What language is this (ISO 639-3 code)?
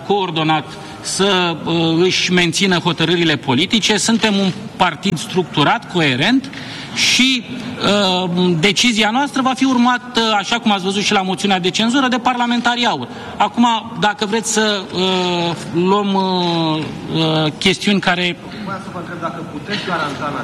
ron